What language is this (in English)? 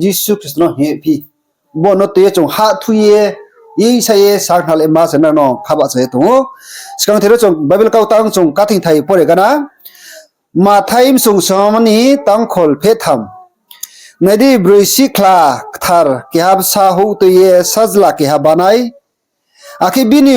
Riang (India)